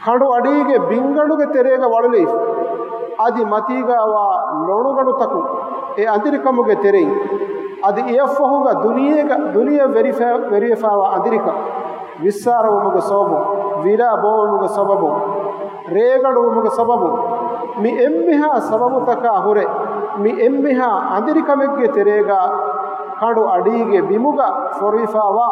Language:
Divehi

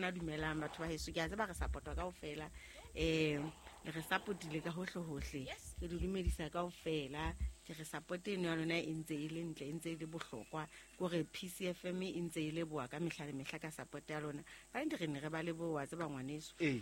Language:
Southern Sotho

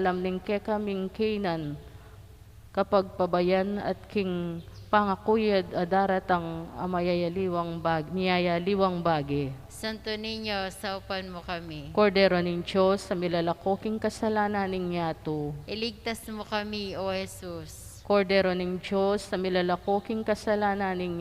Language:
Pampanga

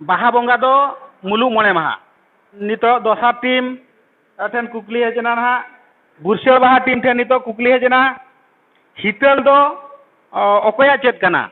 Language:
Santali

